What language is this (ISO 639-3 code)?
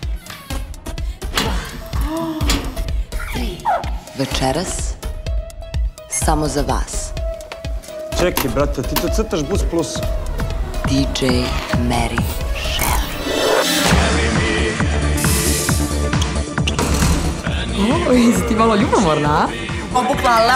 srp